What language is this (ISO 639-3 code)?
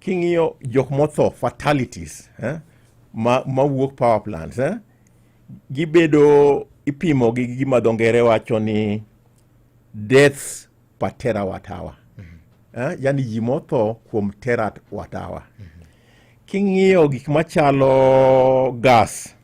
luo